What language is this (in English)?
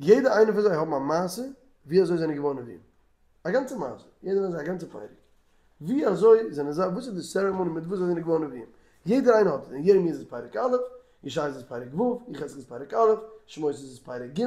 Yiddish